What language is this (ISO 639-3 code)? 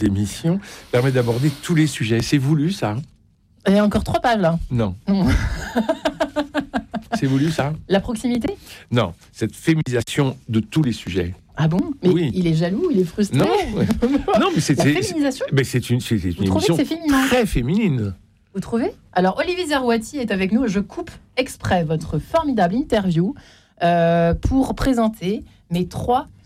fra